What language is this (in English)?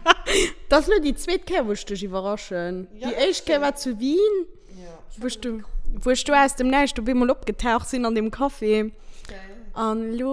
Luxembourgish